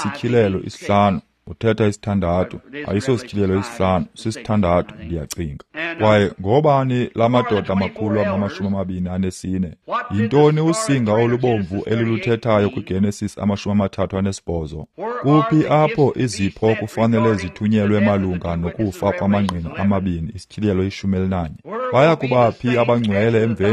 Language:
Xhosa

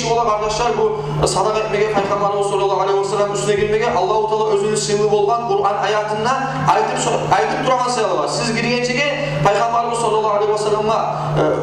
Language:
Kumyk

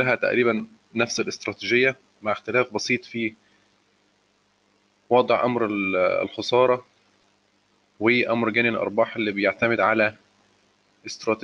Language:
Arabic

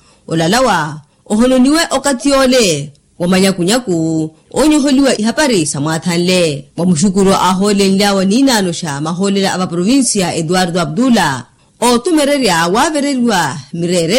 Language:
Makhuwa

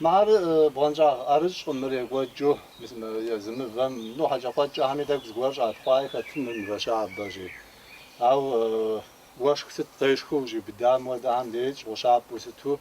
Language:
Kabardian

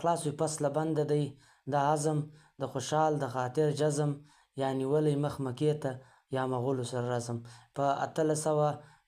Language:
Pashto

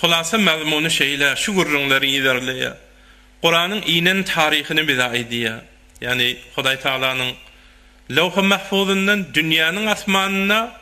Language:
Turkmen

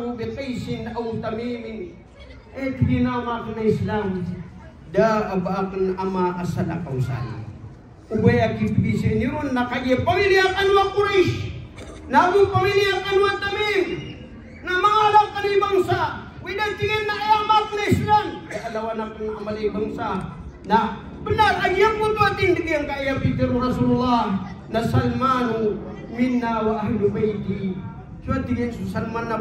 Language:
Maranao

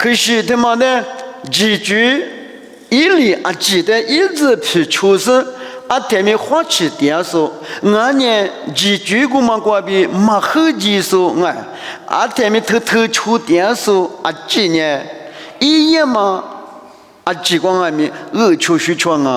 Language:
Lisu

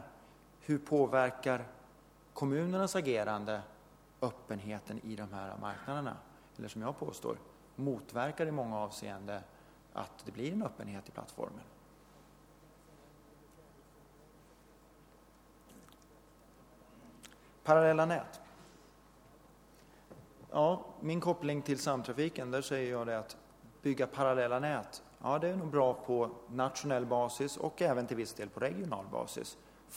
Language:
Swedish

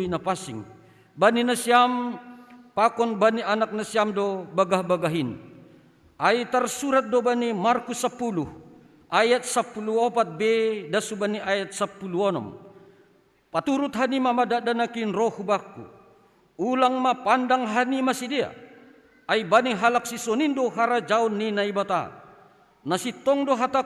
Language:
Batak Simalungun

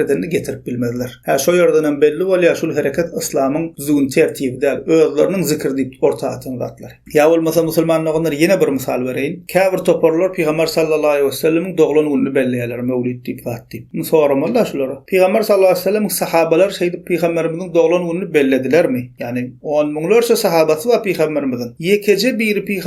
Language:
Turkmen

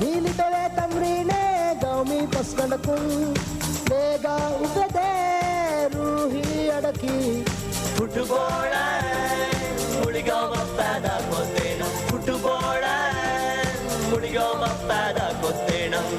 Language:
Divehi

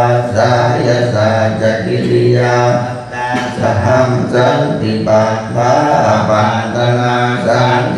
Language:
Pali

